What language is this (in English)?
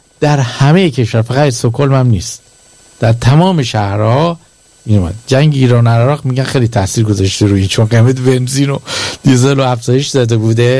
Persian